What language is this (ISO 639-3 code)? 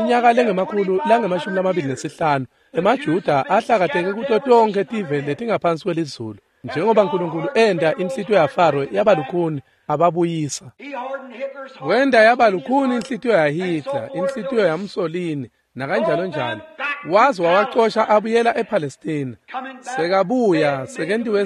ssw